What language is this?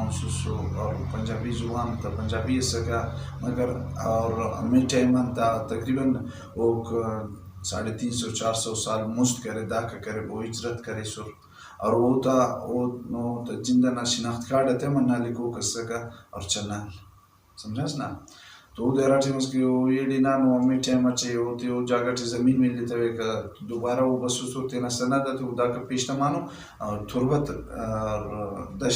Brahui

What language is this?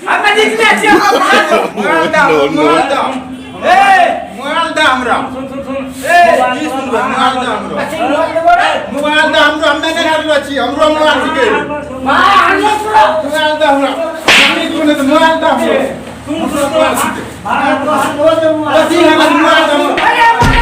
Maithili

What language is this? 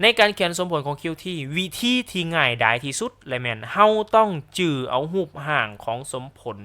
Lao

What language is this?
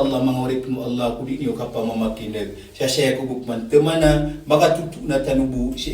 Maranao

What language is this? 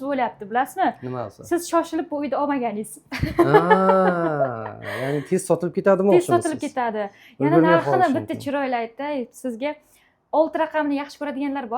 Uzbek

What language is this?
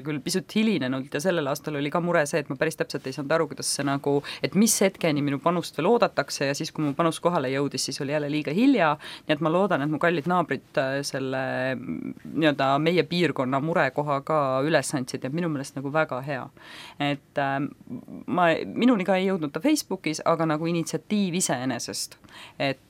Estonian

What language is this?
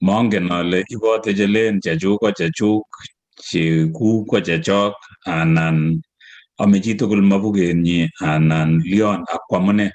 Kalenjin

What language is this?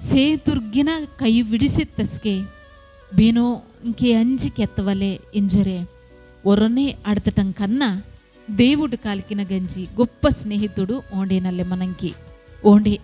Koya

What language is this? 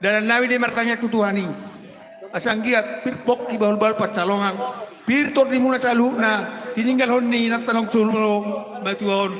Batak Toba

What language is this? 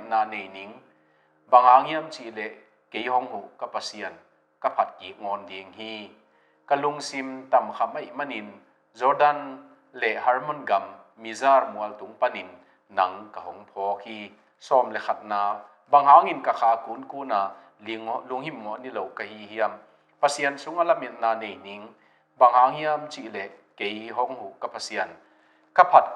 Tedim Chin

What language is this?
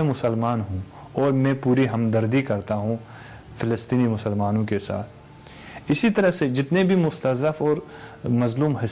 Urdu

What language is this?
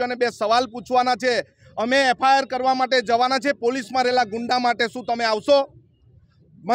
Gujarati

